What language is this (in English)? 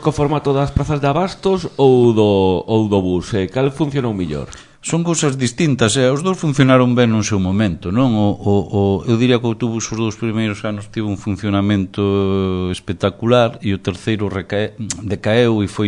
Galician